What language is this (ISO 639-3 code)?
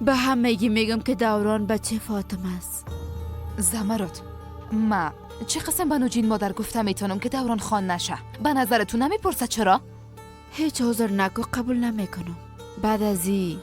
fas